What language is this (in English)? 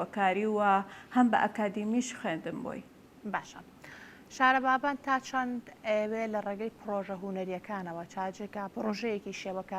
Central Kurdish